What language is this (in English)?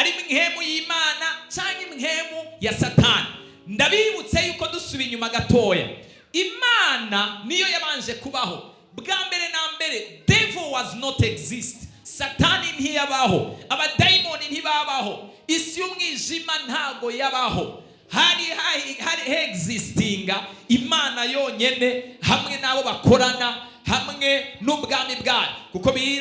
Rundi